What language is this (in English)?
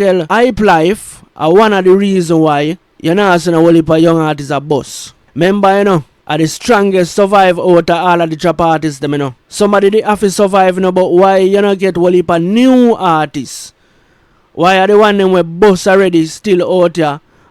Jamaican Creole English